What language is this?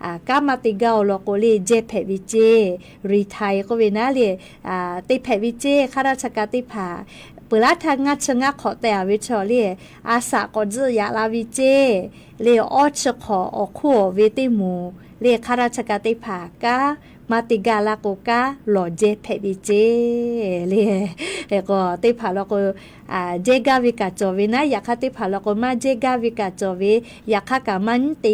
Lahu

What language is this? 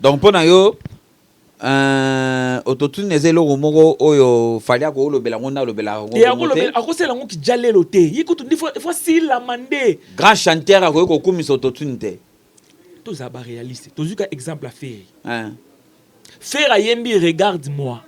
Lingala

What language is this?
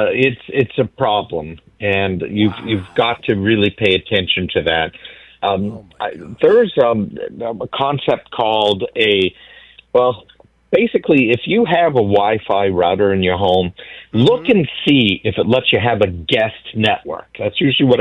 English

